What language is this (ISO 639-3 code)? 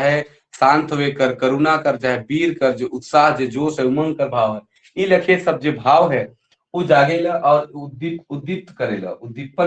sck